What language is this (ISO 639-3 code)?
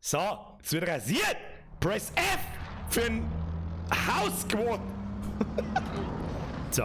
bar